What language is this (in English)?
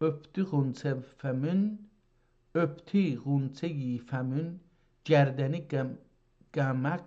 South Azerbaijani